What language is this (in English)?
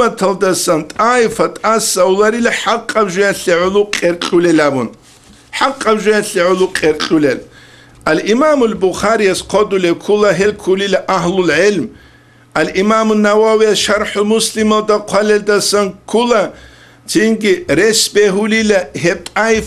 Avaric